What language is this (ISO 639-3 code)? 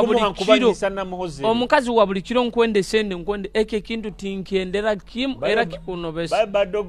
nyo